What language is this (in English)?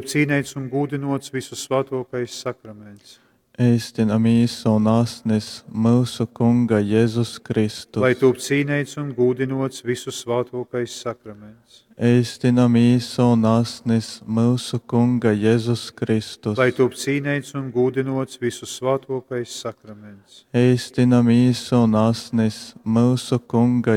Latgalian